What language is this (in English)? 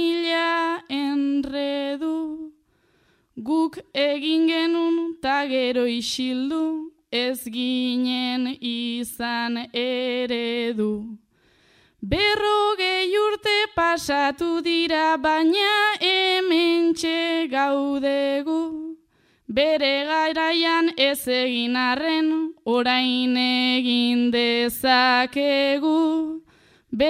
Basque